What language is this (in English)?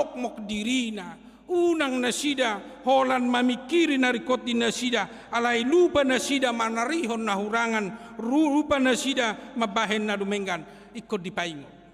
Batak Toba